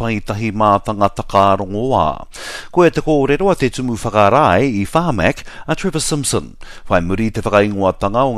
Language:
Māori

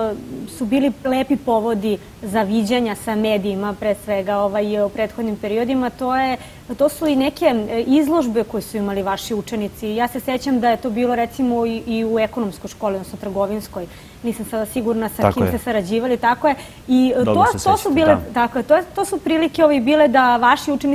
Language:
Serbian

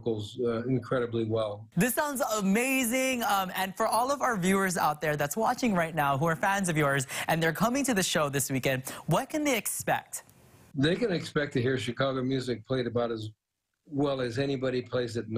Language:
English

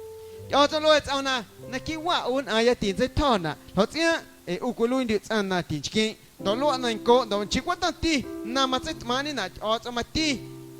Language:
Guerrero Amuzgo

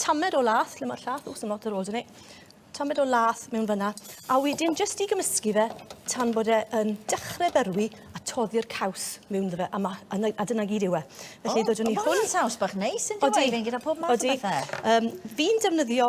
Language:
Welsh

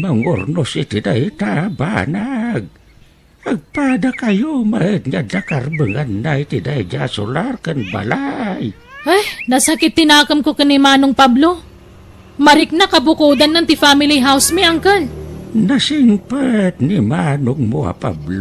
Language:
Iloko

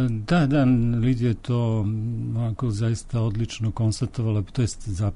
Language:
Serbian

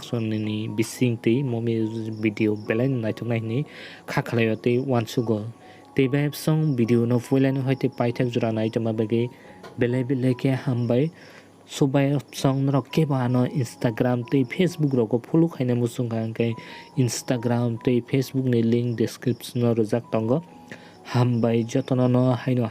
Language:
Kok Borok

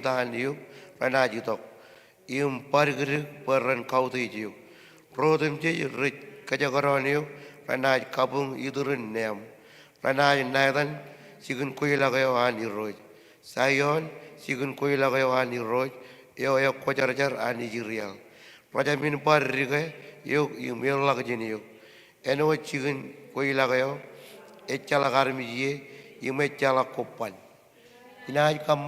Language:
Marshallese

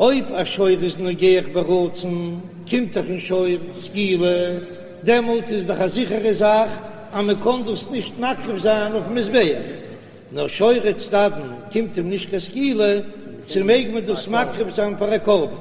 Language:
Yiddish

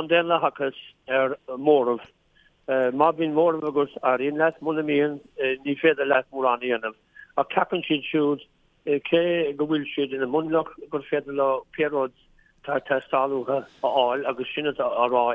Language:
Irish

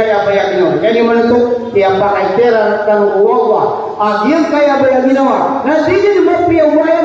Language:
Maranao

